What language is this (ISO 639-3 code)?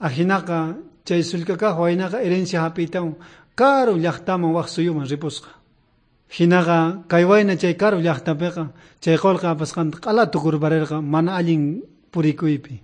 quh